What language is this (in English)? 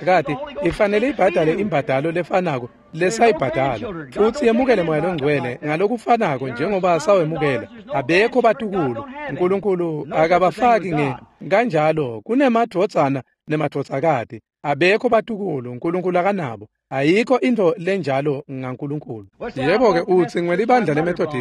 Swati